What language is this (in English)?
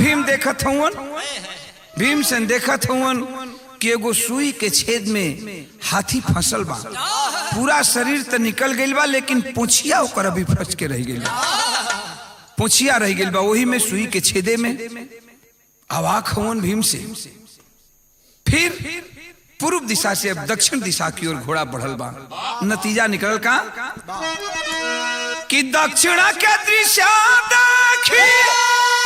Bhojpuri